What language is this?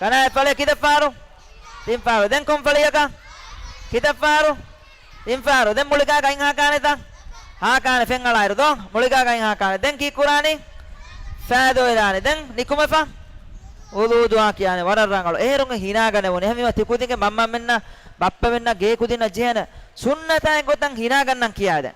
Divehi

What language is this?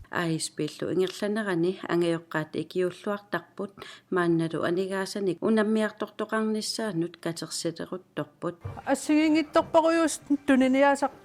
Kalaallisut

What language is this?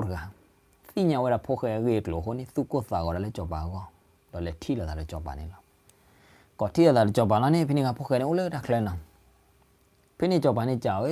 S'gaw Karen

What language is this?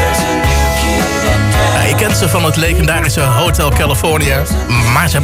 Dutch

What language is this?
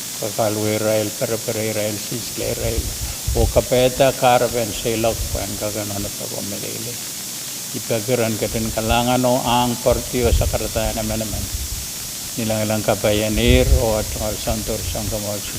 Pohnpeian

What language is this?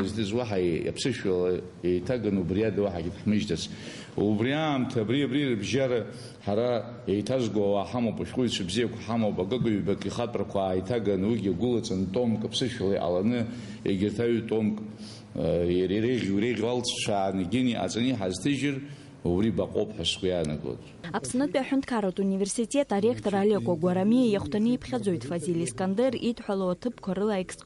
Abkhazian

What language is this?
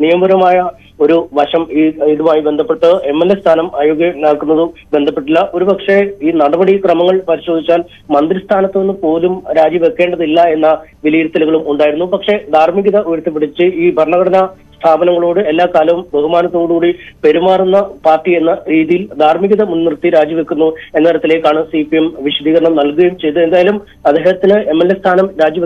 Malayalam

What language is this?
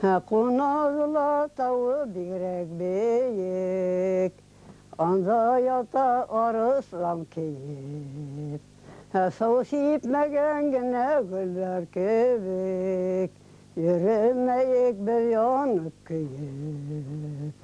Bashkir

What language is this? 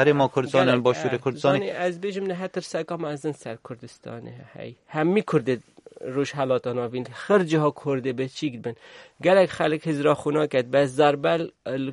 Kurdish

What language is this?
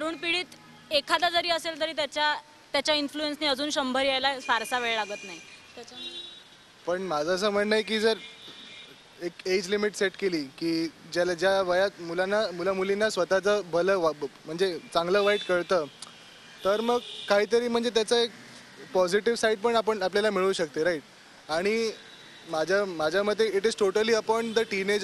Marathi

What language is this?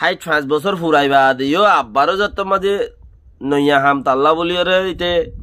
Rohingya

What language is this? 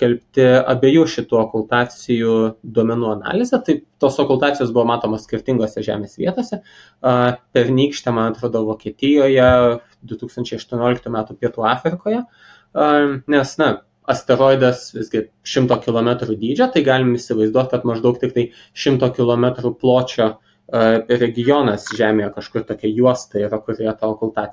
Lithuanian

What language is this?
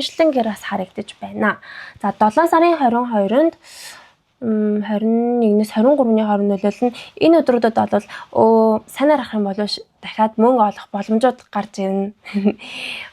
Mongolian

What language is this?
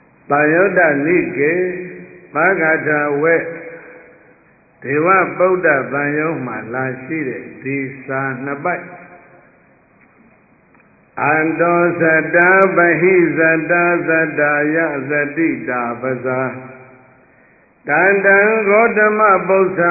Burmese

